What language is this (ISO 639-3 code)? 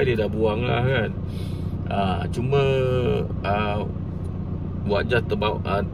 msa